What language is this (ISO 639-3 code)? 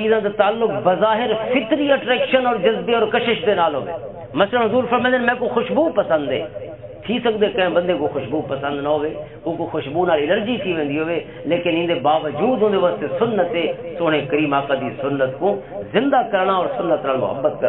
lah